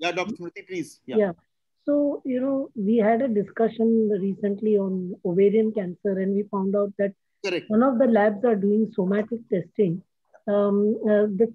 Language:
English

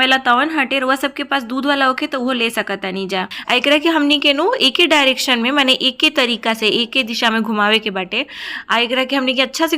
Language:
Bhojpuri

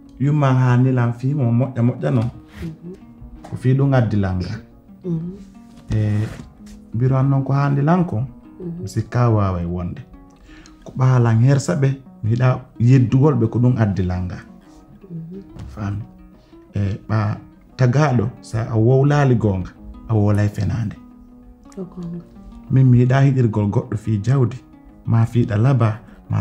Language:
Pular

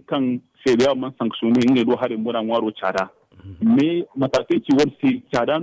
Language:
Zarma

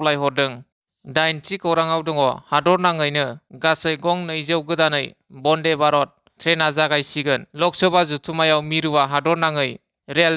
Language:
Bodo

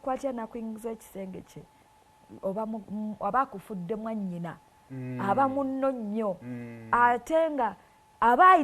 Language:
Ganda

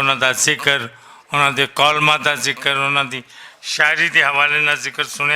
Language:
Western Panjabi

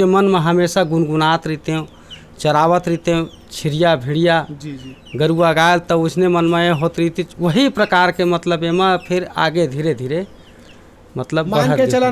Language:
Chhattisgarhi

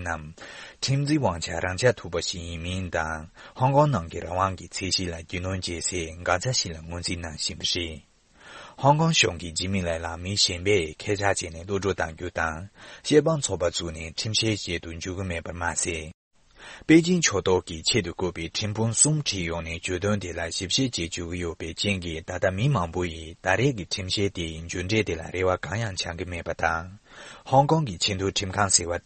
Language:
Tibetan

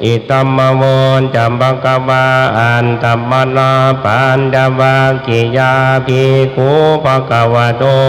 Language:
Pali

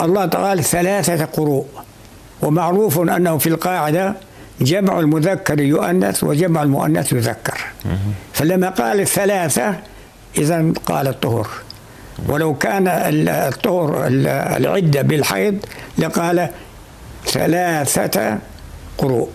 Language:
North Levantine Arabic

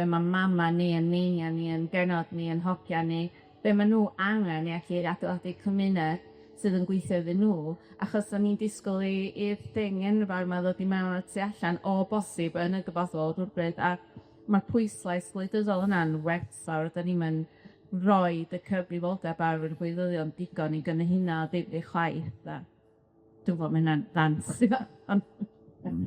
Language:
Welsh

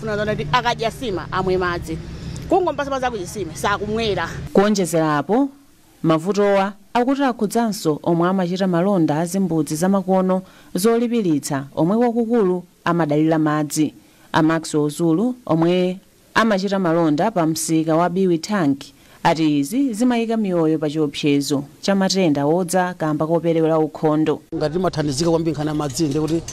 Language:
Nyanja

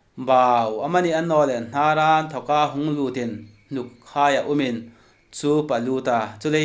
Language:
Hmar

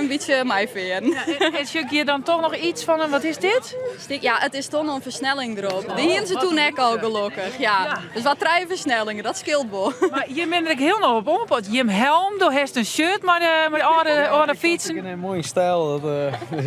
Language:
Western Frisian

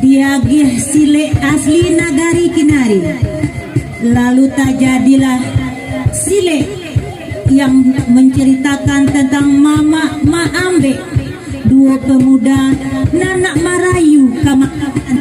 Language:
Minangkabau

